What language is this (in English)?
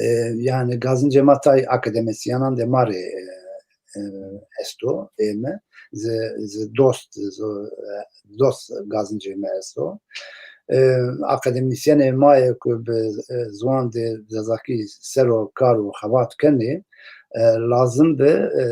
Zaza